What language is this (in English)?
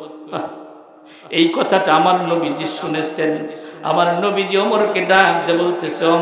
Bangla